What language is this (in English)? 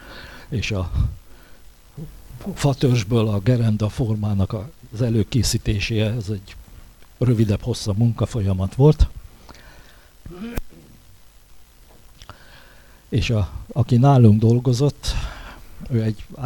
Hungarian